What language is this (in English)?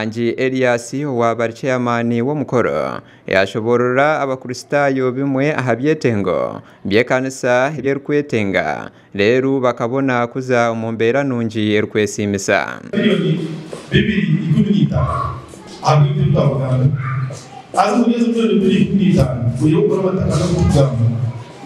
Nyankole